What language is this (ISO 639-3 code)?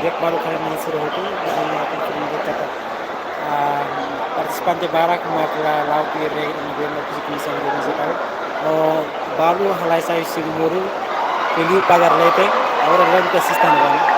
tet